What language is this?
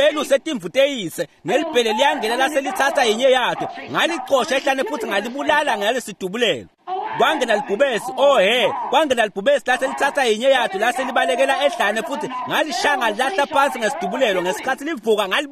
Swati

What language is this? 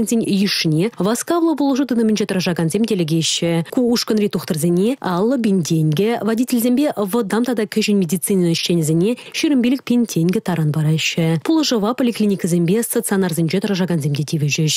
Chuvash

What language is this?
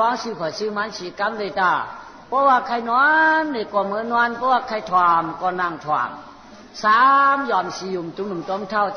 Shan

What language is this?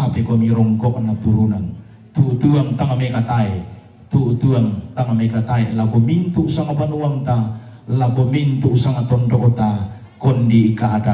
Toraja-Sa'dan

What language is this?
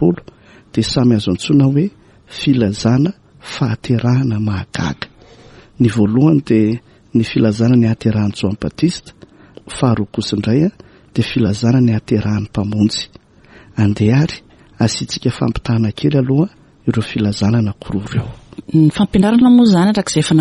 Malagasy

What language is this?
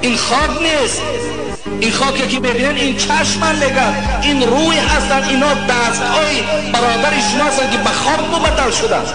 Tajik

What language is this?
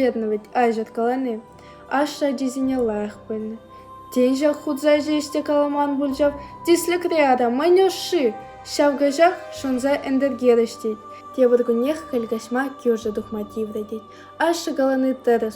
Chuvash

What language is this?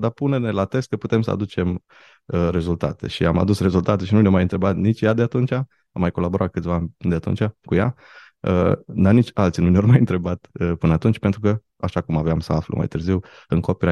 Romanian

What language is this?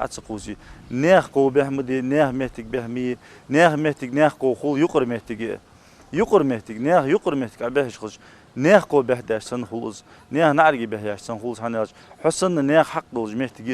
Ingush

